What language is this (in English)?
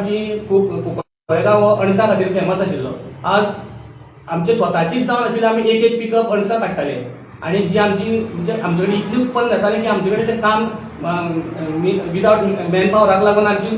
Konkani